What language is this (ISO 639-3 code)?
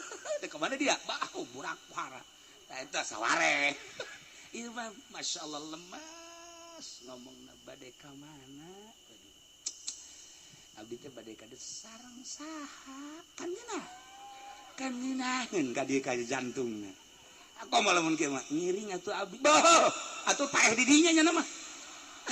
sun